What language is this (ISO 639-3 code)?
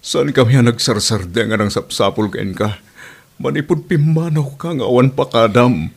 ilo